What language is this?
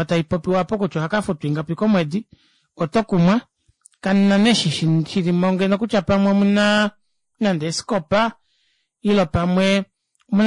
Kuanyama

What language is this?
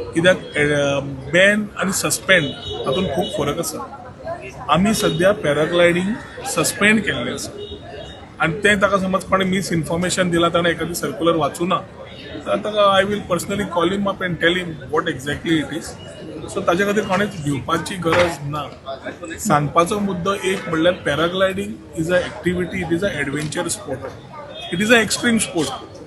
Konkani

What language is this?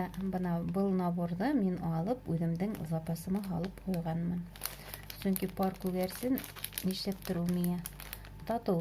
Bashkir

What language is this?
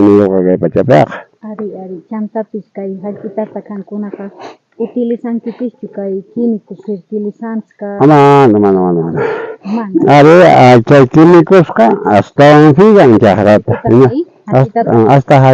South Bolivian Quechua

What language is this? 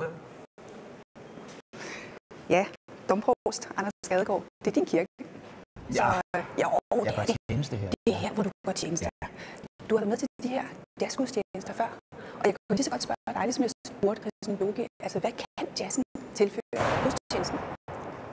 Danish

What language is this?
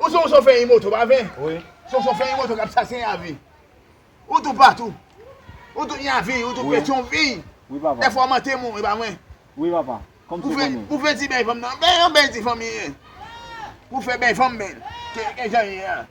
Haitian Creole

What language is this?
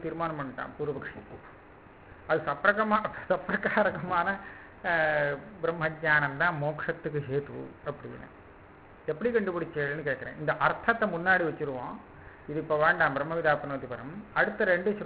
Tamil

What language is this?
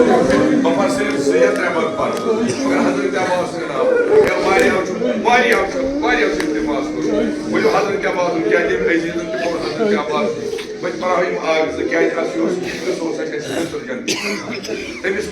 Kashmiri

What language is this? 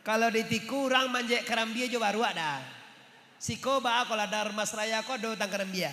Minangkabau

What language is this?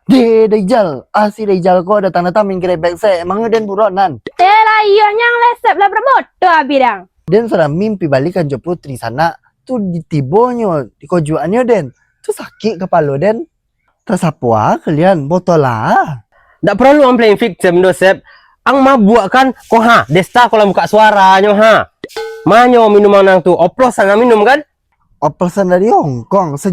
Minangkabau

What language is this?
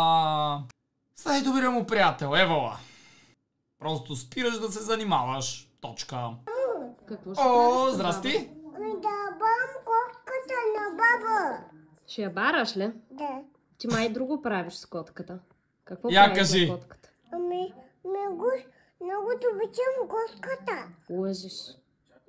Bulgarian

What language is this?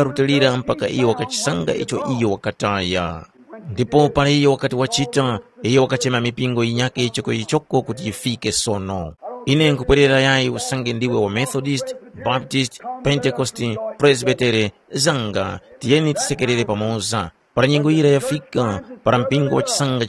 Tumbuka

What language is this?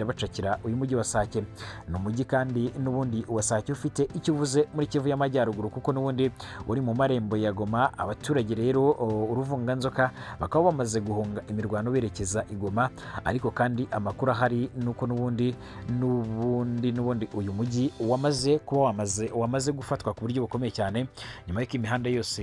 Kinyarwanda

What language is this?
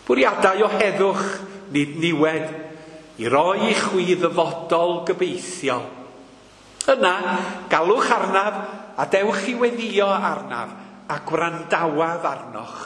Welsh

